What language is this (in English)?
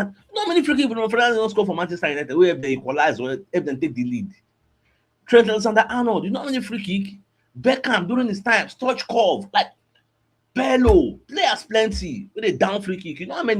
Nigerian Pidgin